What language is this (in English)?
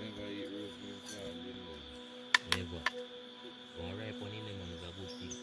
Jamaican Creole English